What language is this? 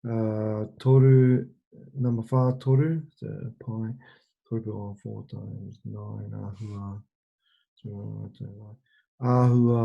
Māori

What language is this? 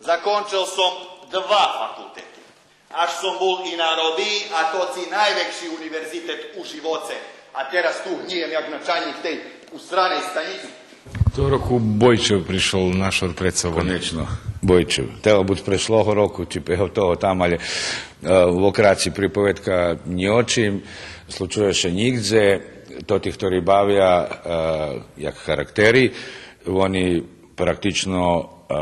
Rusyn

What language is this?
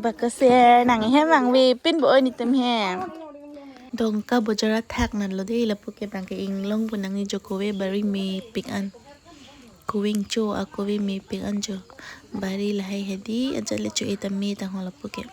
Karbi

